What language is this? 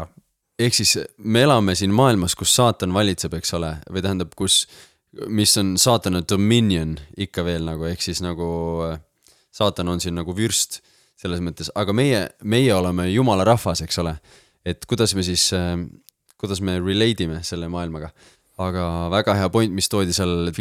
Estonian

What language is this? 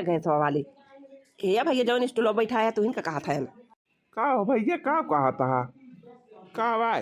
Awadhi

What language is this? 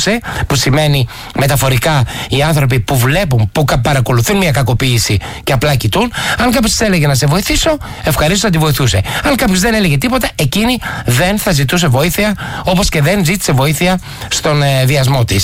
Greek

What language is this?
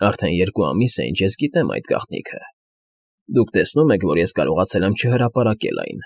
Armenian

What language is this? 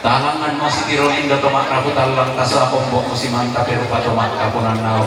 Toraja-Sa'dan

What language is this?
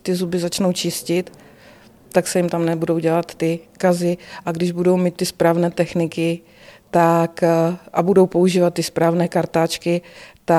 Czech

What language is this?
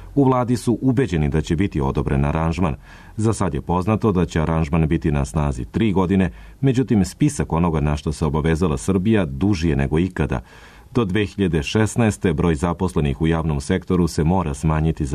Serbian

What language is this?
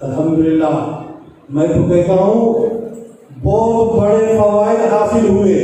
Eastern Balochi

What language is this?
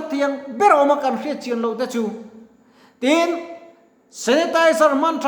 Mizo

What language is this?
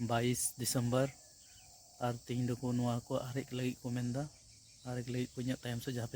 Santali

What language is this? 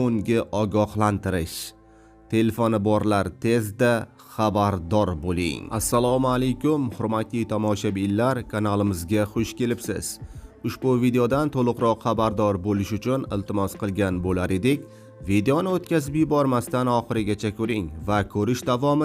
Uzbek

